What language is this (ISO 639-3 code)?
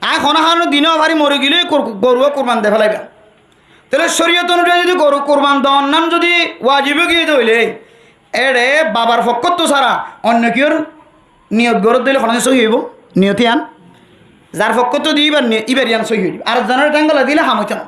rhg